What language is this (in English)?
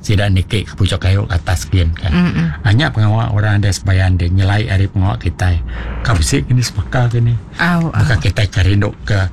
Iban